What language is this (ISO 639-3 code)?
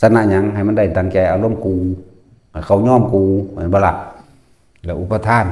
lao